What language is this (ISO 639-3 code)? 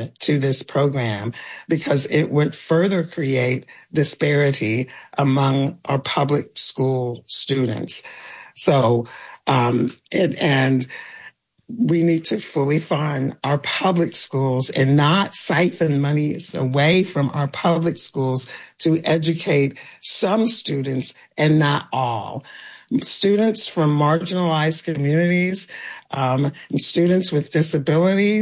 eng